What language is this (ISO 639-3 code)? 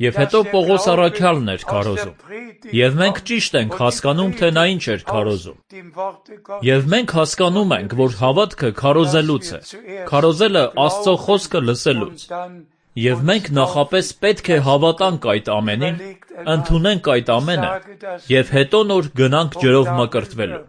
hye